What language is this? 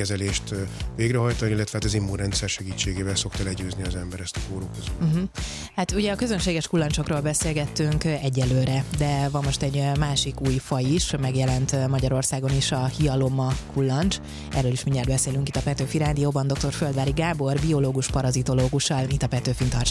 Hungarian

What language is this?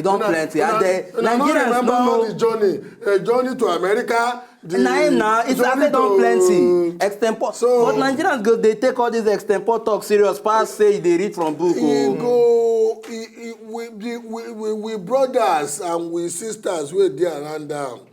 Nigerian Pidgin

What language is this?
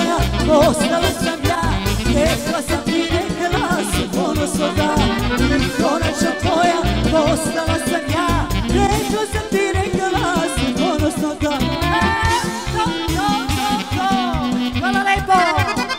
Serbian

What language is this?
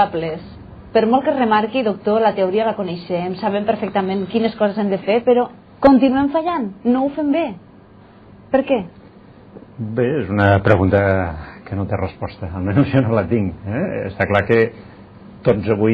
Catalan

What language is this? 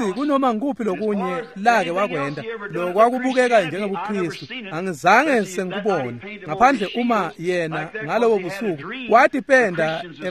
Swati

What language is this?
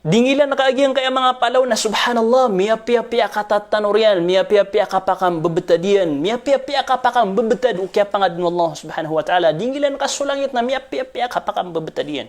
Maranao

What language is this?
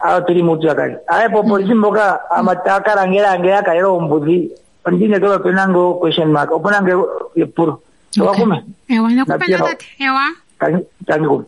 Kuanyama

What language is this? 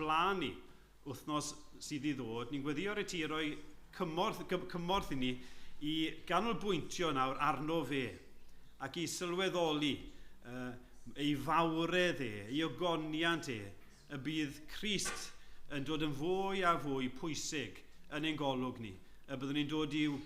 Welsh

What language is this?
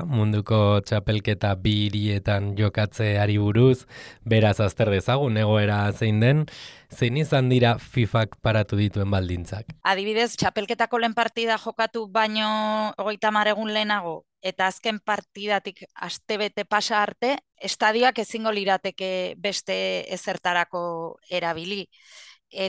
Basque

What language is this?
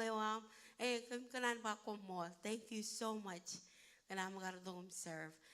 Marshallese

